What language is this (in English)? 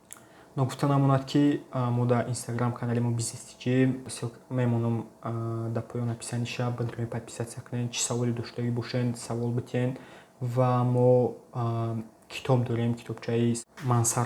Tajik